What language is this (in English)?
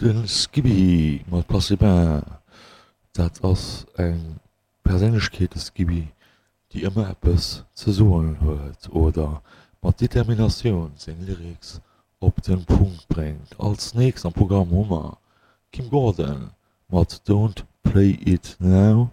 Luxembourgish